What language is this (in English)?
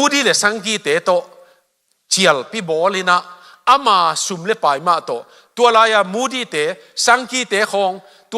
Tedim Chin